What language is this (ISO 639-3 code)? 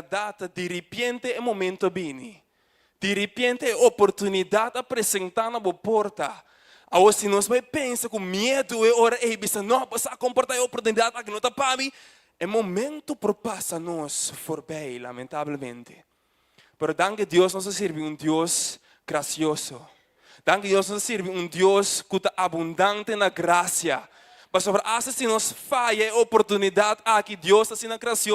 pap